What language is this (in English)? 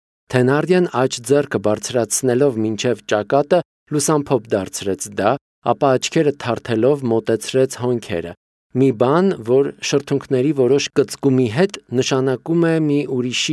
Armenian